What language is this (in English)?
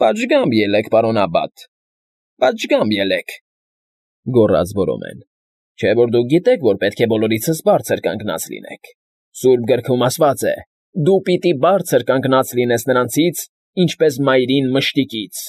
Armenian